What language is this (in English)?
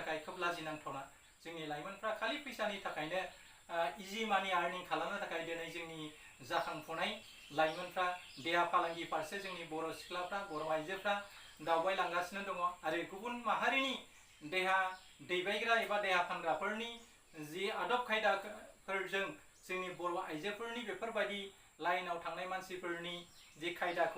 Bodo